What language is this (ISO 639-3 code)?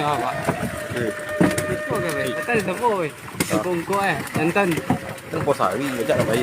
min